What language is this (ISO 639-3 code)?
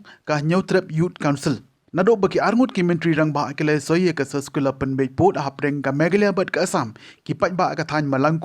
kha